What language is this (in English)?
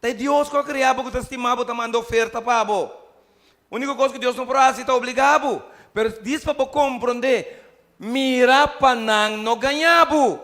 Papiamento